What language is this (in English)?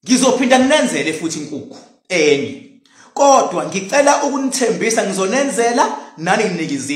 Zulu